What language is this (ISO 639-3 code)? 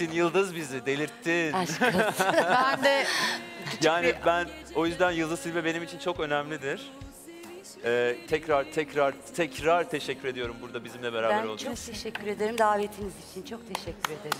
tur